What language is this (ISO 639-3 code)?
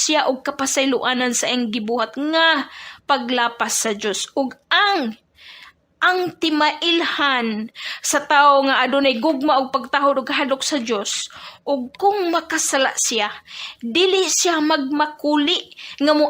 ceb